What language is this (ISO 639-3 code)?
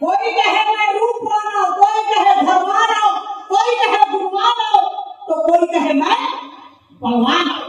hne